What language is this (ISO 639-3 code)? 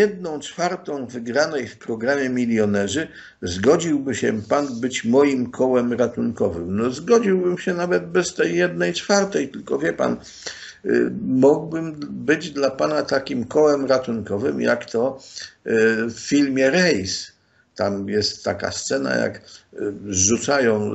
pol